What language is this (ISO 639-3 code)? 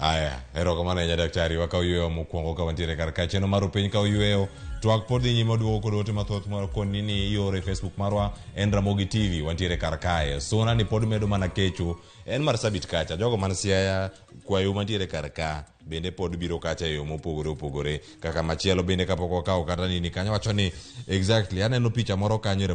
luo